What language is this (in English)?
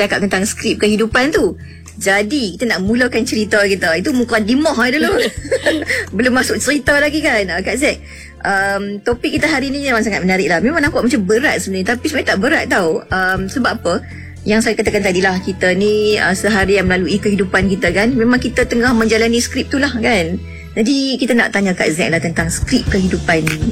Malay